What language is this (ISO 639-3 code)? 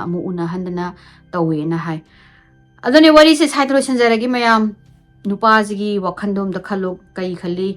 mni